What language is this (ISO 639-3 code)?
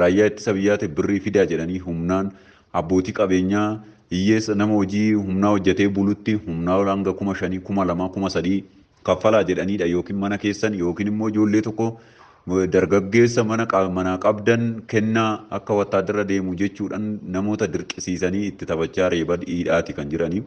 orm